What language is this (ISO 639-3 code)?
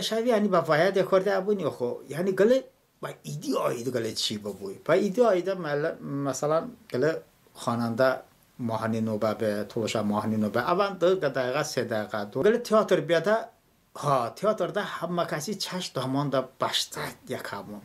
tly